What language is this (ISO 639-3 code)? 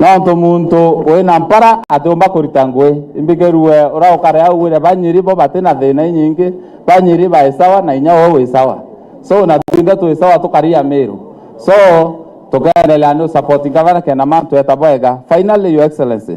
mer